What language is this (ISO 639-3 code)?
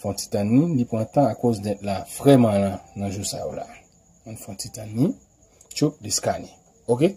hat